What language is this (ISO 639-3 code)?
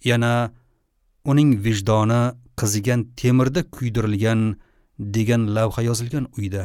uzb